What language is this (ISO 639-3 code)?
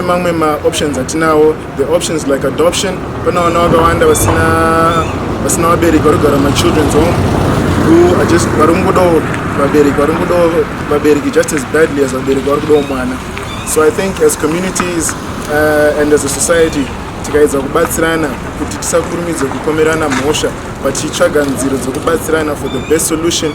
sna